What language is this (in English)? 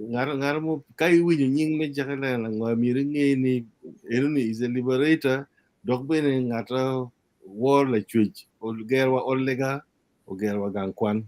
Acoli